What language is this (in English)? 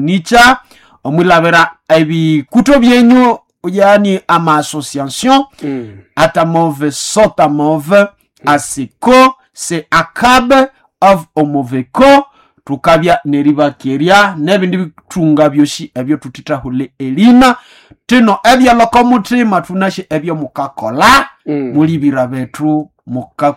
Nande